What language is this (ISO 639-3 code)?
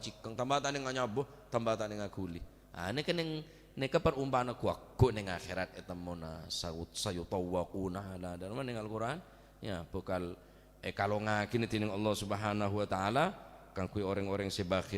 mad